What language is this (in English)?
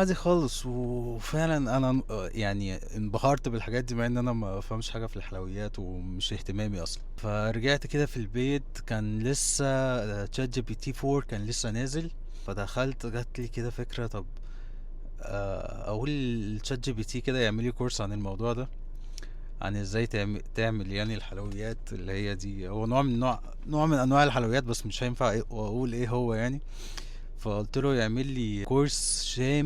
Egyptian Arabic